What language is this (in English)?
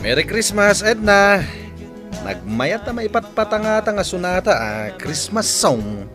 Iloko